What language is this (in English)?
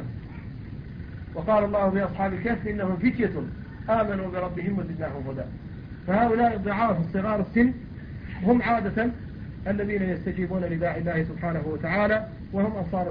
Arabic